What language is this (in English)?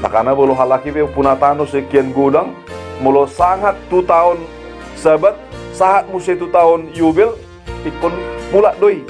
Batak Toba